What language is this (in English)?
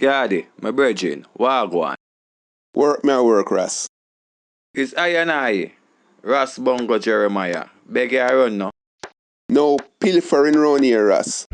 Jamaican Creole English